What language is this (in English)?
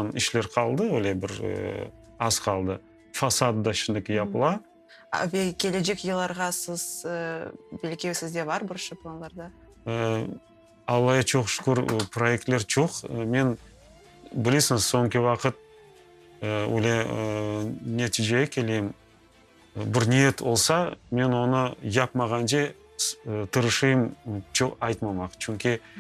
Crimean Tatar